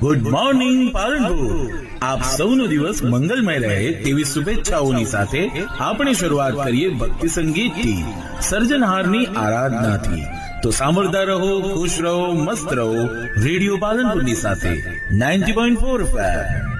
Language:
Gujarati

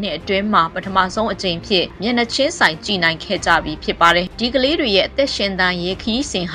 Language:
Burmese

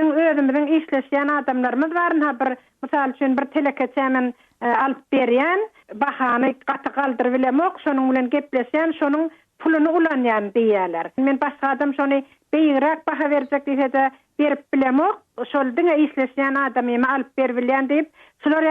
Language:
Turkmen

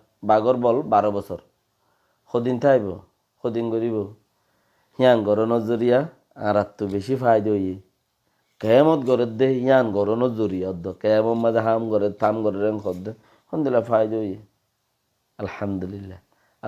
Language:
Rohingya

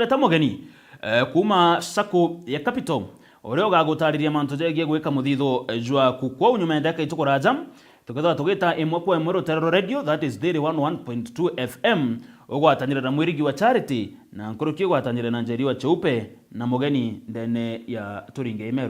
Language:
Meru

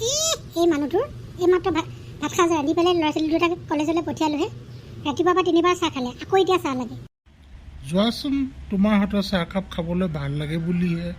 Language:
Assamese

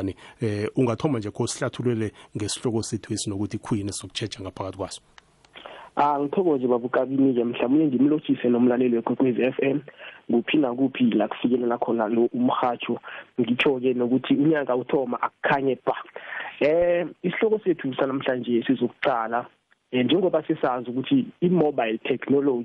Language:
South Ndebele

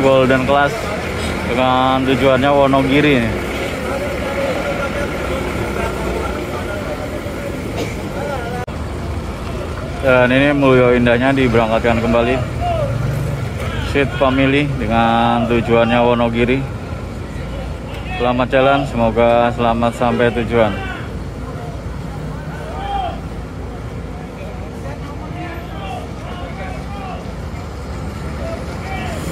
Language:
Indonesian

